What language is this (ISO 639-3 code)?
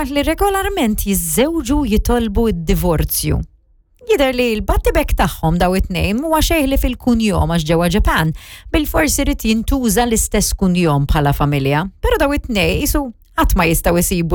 mlt